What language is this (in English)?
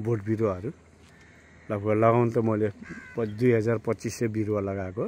Nepali